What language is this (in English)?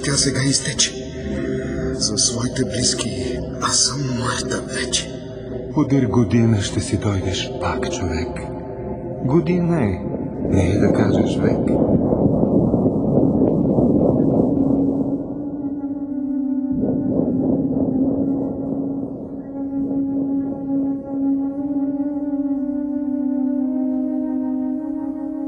Bulgarian